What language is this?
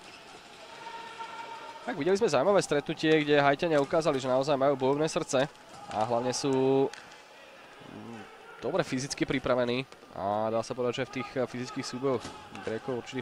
Slovak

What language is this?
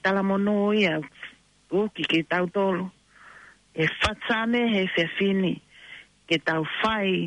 Tongan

